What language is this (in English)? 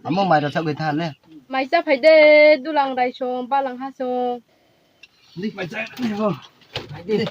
Riang (India)